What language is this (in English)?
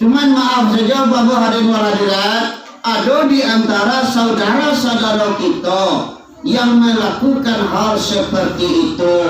Minangkabau